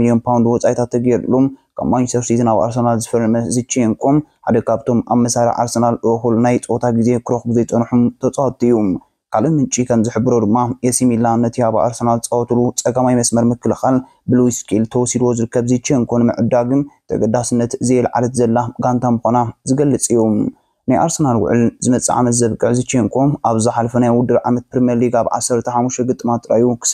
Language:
Tigrinya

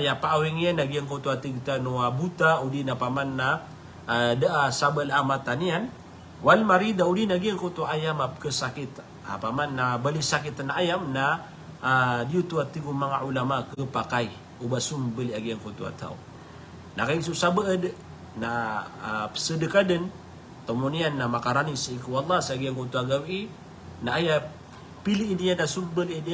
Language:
Maranao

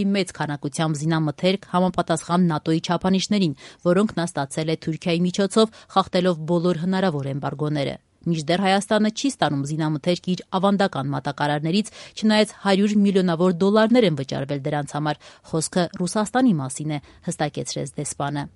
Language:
Armenian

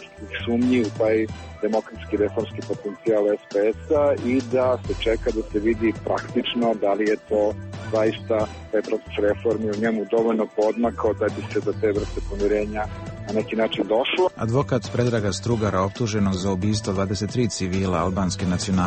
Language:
Serbian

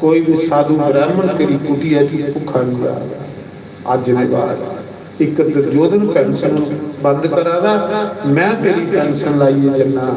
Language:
Dogri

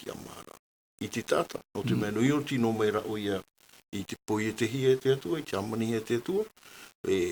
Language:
Tahitian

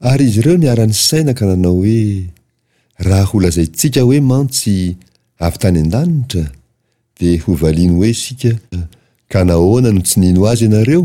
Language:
Malagasy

